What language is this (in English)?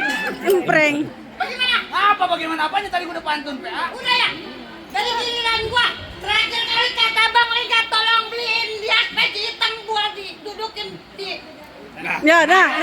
Betawi